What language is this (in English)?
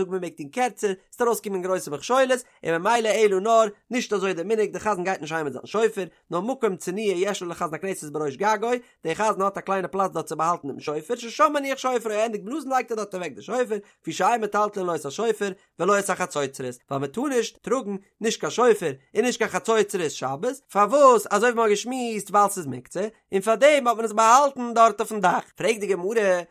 Yiddish